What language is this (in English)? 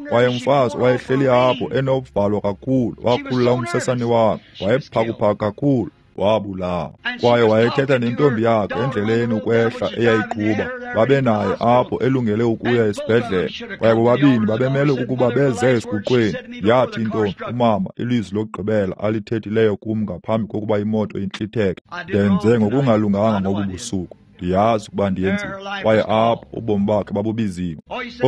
Xhosa